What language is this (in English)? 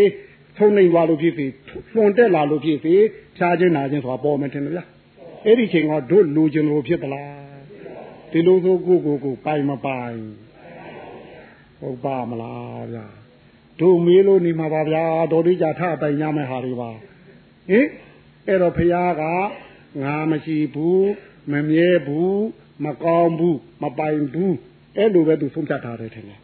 Burmese